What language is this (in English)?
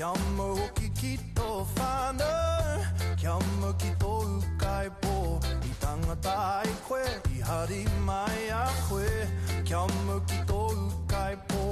Māori